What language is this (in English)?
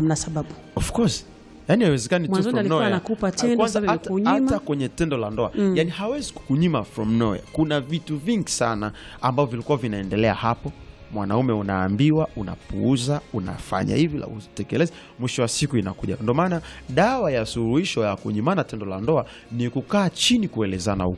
Swahili